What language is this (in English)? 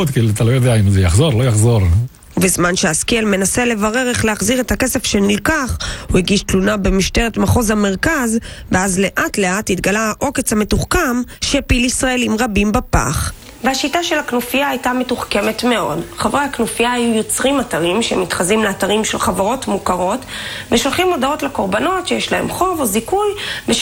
Hebrew